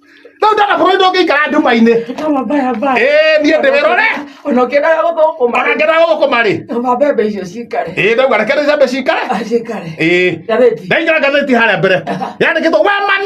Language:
Kikuyu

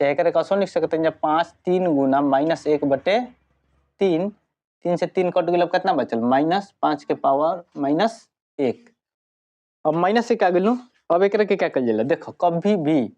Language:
Bhojpuri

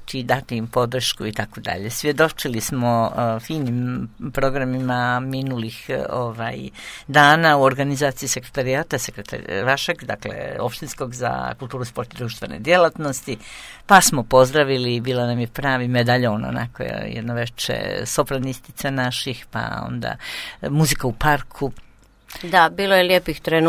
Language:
Croatian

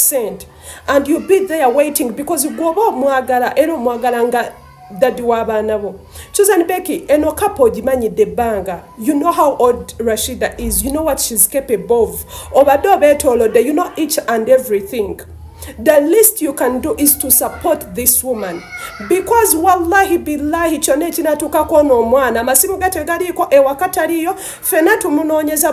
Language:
Ganda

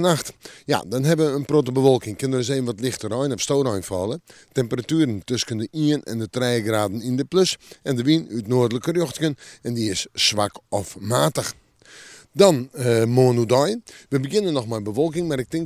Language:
Western Frisian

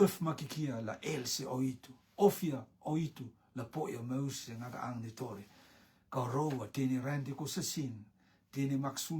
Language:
Rotuman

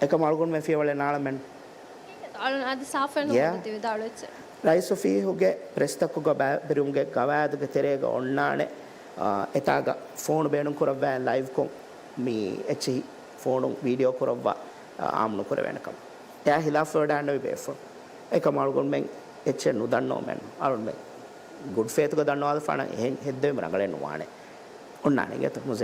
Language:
Divehi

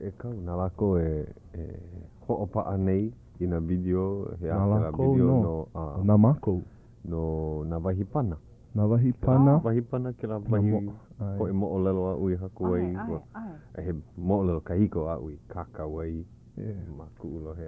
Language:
Hawaiian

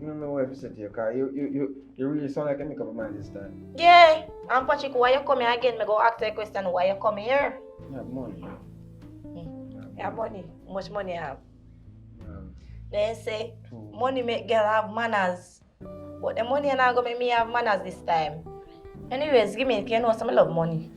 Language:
Jamaican Creole English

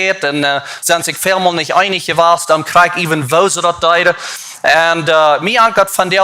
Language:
Plautdietsch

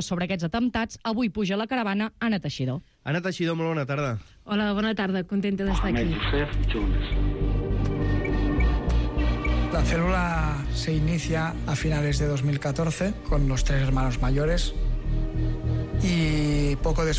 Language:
Catalan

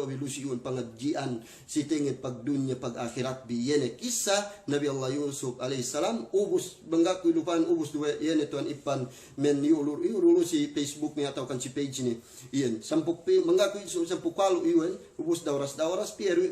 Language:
Yakan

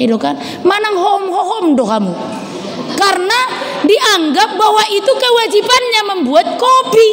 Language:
Batak Toba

